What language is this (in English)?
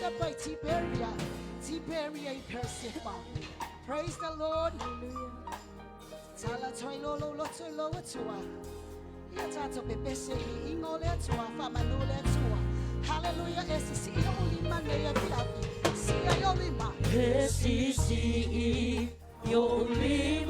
Samoan